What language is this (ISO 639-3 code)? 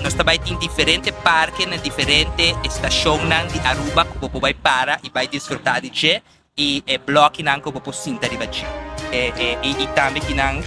pap